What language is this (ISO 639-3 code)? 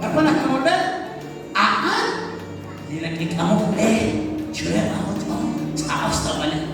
kek